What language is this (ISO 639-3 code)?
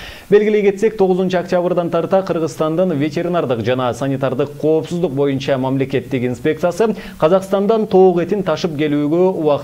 kir